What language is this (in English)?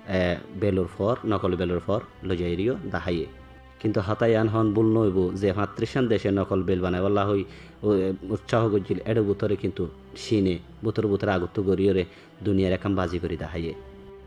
Rohingya